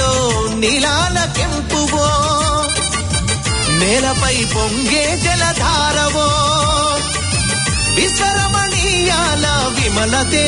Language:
Telugu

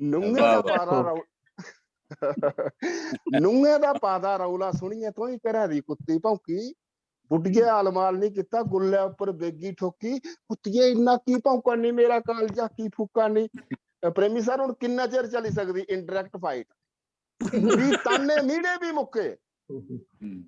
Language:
Dogri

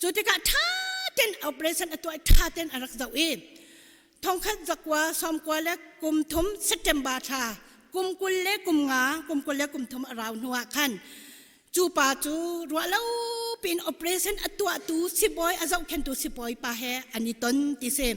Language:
Hakha Chin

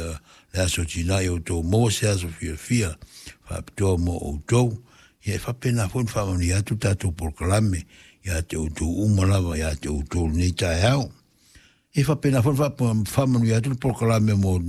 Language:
Samoan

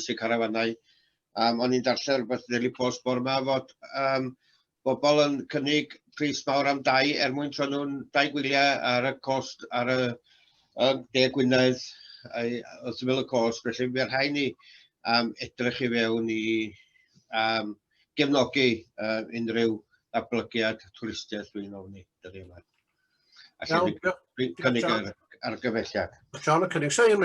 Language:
Welsh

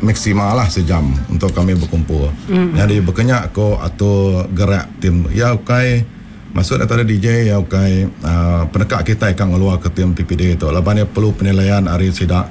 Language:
Iban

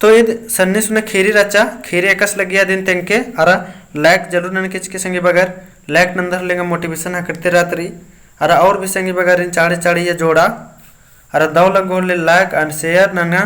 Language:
Kurukh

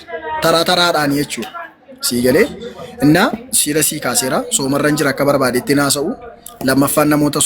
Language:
Oromo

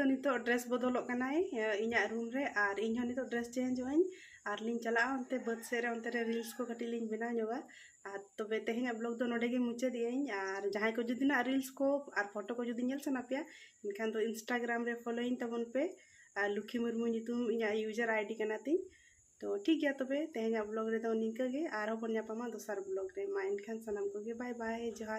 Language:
Santali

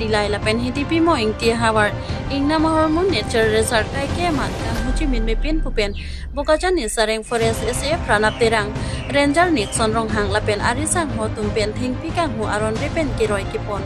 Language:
Karbi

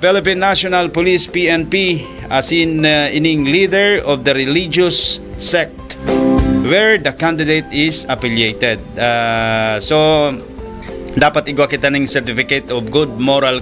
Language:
Bikol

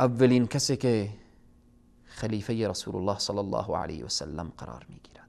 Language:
Persian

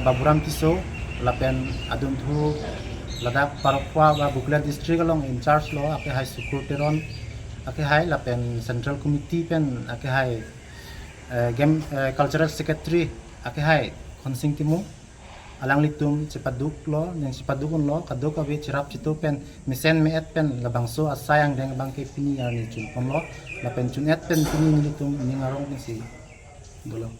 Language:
Karbi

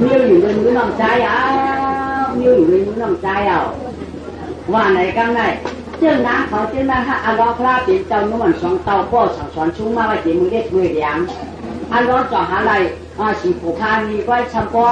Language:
Shan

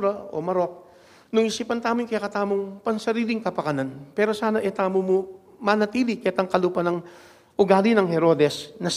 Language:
Pampanga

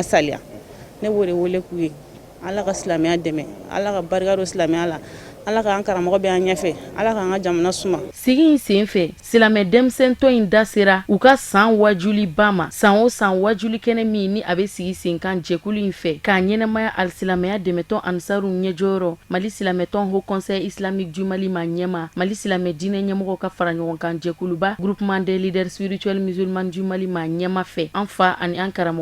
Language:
Bambara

